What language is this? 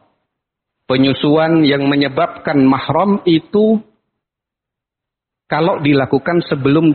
Indonesian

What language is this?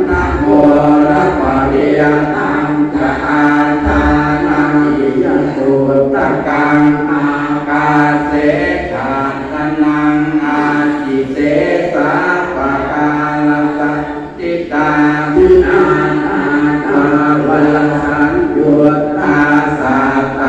Pali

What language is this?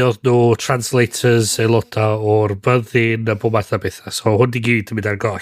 Welsh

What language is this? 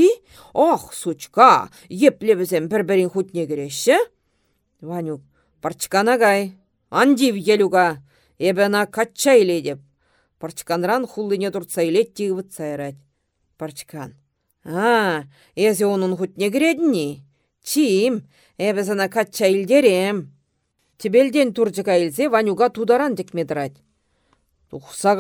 Chuvash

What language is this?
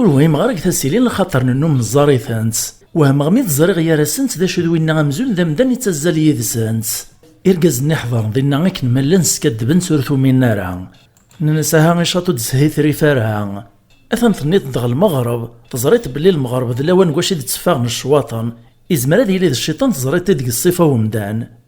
Kabyle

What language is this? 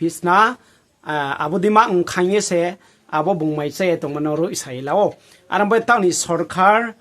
Riang (India)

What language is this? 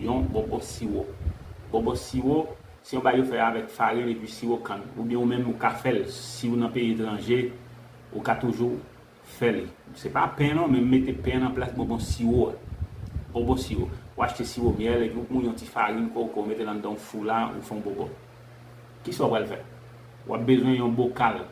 Haitian Creole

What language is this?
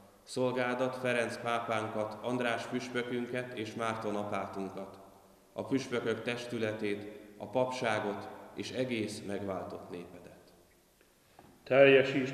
Hungarian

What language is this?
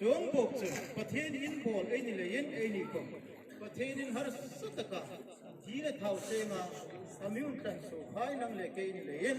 Hmar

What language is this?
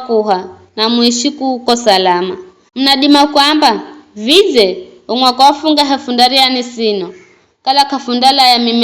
Giryama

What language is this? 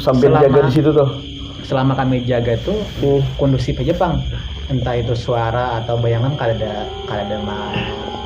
Banjar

